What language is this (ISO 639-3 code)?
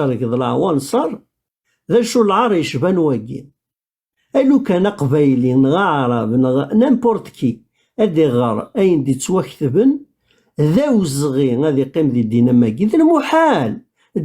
kab